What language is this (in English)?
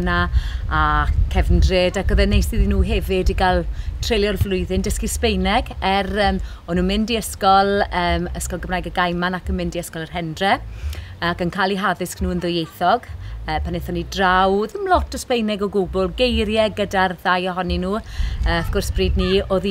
Welsh